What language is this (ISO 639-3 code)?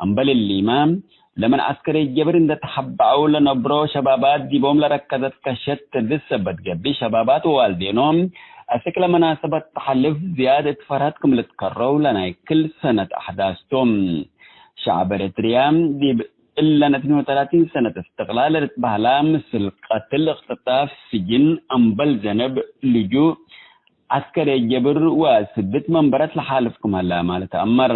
tig